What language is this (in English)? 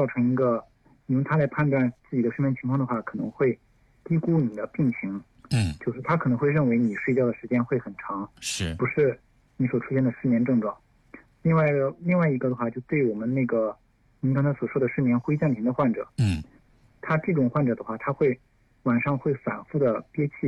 Chinese